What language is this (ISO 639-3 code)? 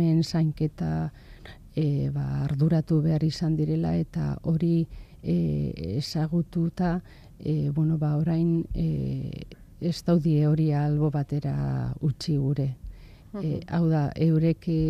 eus